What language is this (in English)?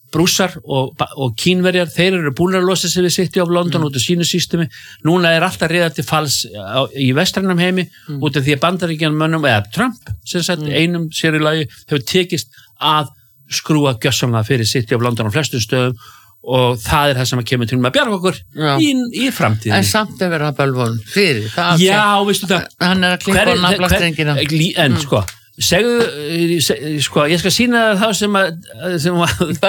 Icelandic